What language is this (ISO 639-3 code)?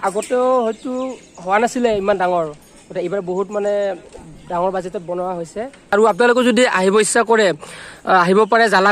asm